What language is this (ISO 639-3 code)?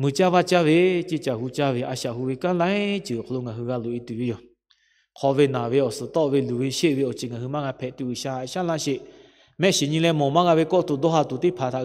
lhu